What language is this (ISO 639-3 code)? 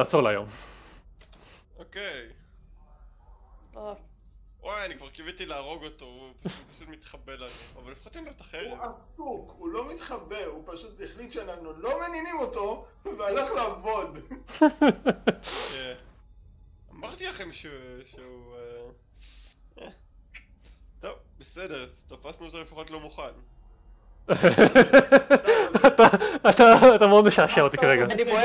heb